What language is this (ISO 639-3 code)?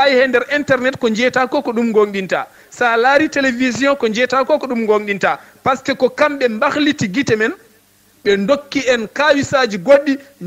ful